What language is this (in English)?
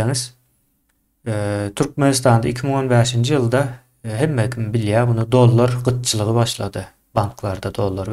Turkmen